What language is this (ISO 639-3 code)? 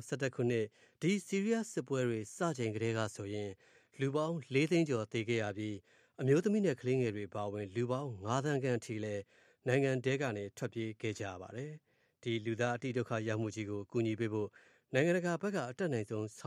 mya